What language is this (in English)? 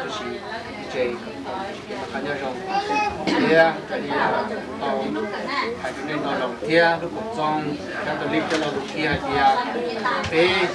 Hmong